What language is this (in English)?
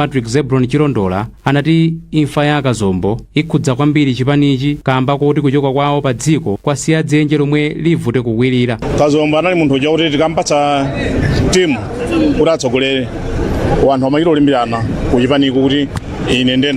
Nyanja